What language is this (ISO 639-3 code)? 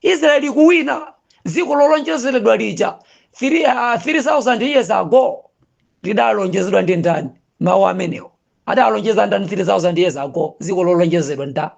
nya